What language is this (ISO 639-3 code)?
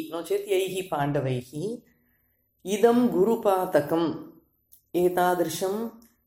san